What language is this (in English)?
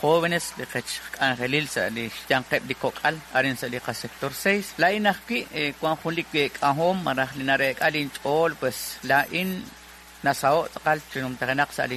Kekchí